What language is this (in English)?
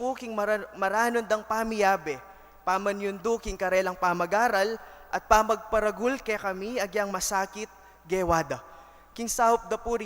Pampanga